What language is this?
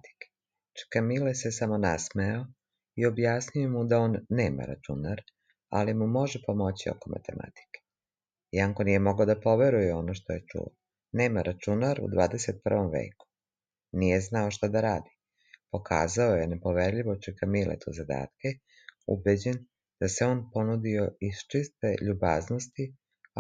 Serbian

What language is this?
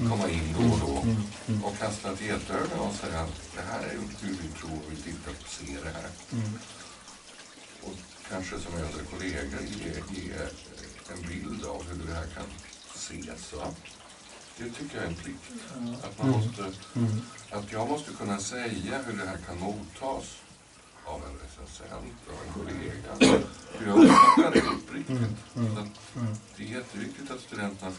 Swedish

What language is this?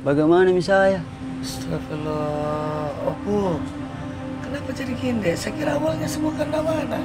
Makassar Malay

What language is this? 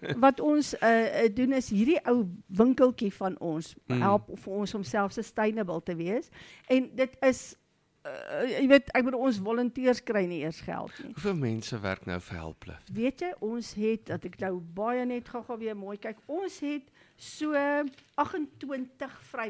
Afrikaans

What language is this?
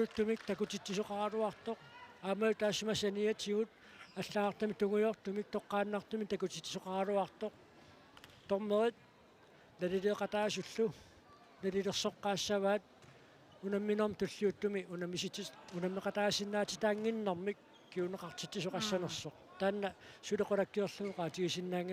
Kalaallisut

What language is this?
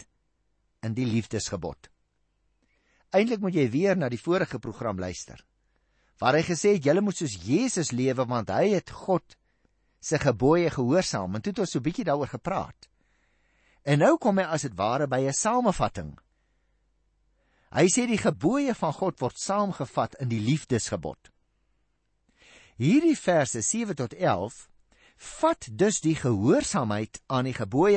Afrikaans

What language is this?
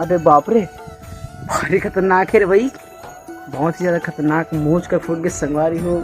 Chhattisgarhi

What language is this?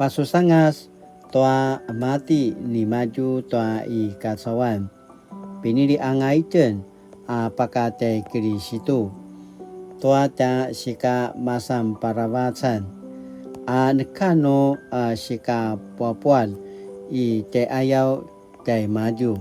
Paiwan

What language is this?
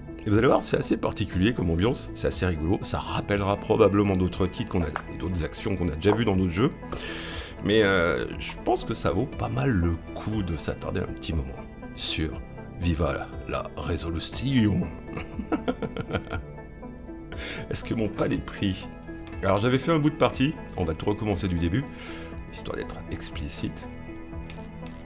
French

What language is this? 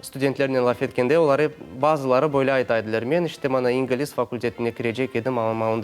Crimean Tatar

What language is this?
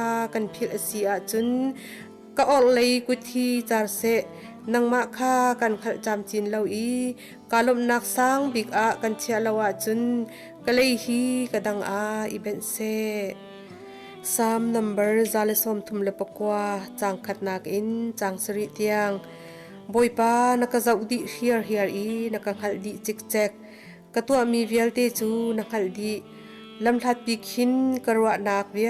Hakha Chin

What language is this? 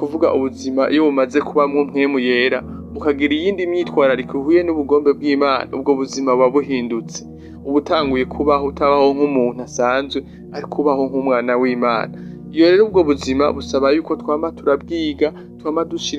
Rundi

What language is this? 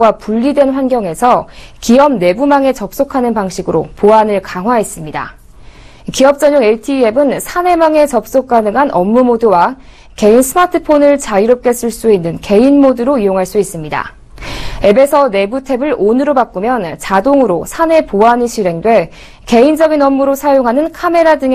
Korean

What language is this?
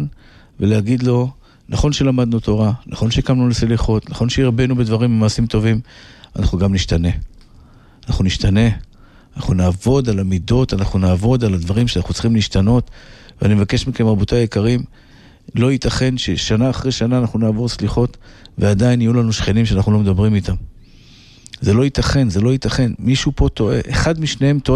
Hebrew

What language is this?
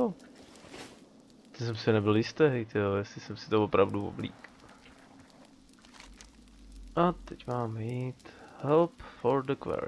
Czech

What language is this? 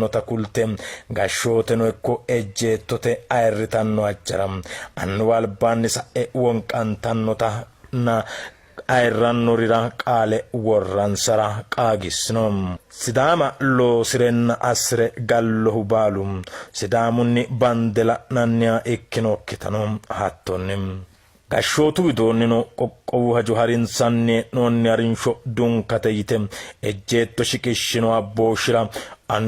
Sidamo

